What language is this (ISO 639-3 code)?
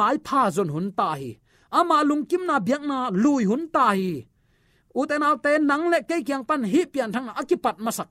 ctd